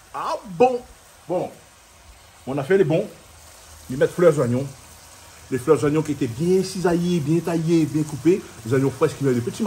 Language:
Réunion Creole French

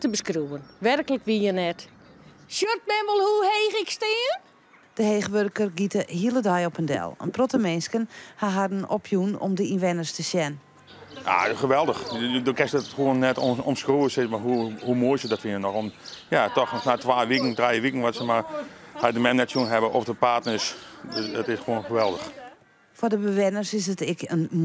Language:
Western Frisian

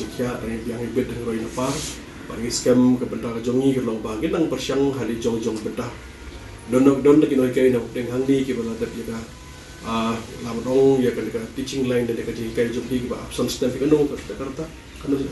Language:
Malay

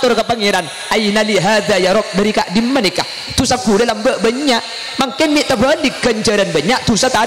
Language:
Madurese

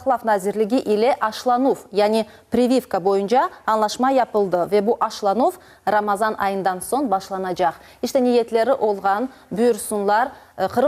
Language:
Crimean Tatar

